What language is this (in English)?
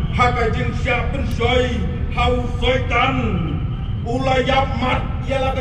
Khasi